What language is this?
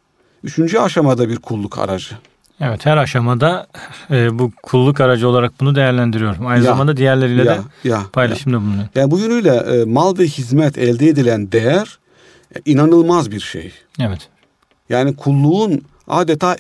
Turkish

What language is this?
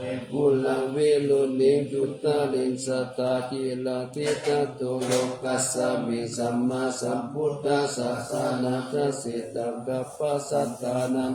Pali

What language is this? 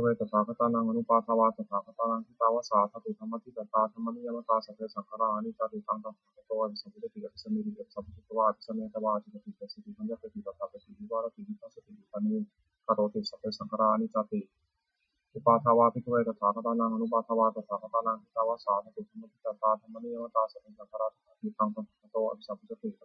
Pali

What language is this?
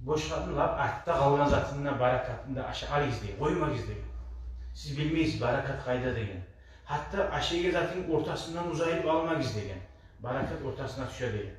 Kumyk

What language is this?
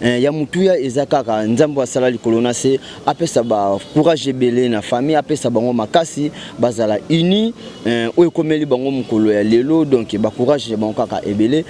Lingala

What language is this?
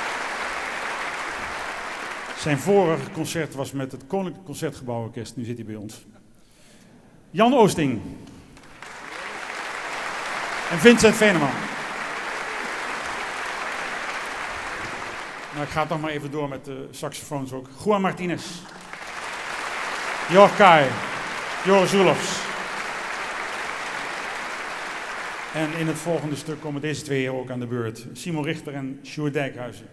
Dutch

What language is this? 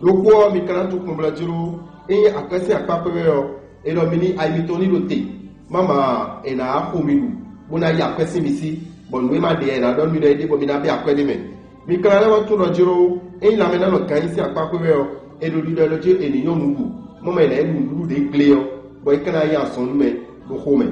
Fon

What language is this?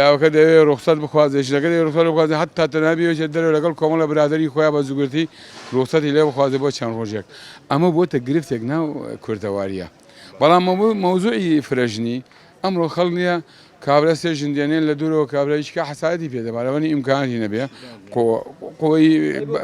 Central Kurdish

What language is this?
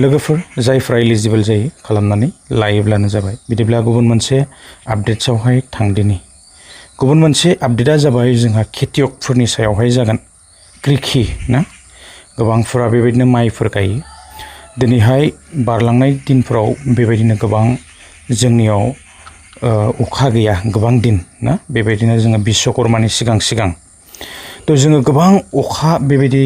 Bodo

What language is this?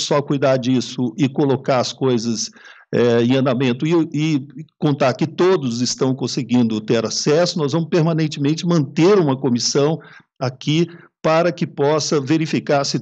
Portuguese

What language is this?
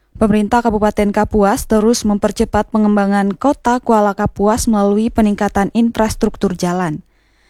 Indonesian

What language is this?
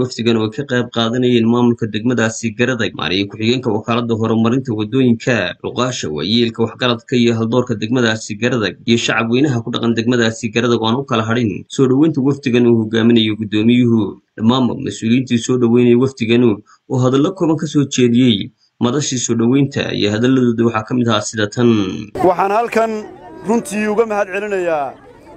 Somali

